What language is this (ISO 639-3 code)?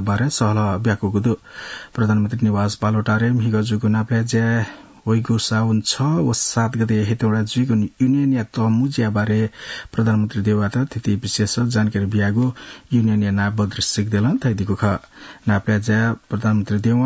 new